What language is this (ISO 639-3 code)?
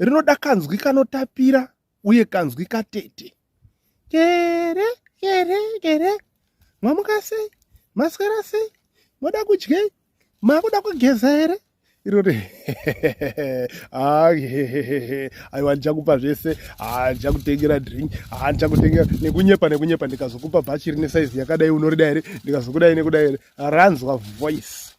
sna